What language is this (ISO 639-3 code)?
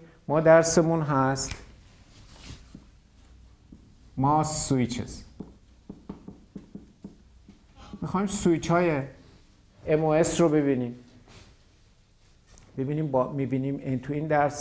fas